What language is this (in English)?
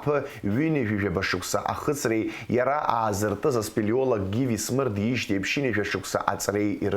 Abkhazian